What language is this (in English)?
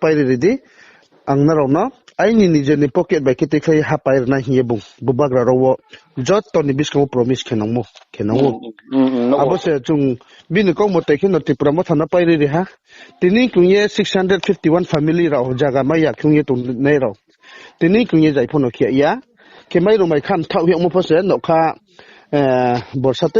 Riang (India)